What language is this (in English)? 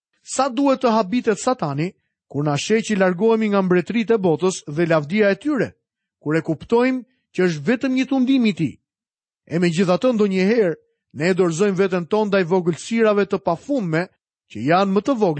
Albanian